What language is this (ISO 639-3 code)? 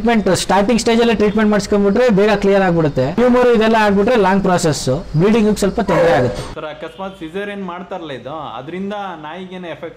kan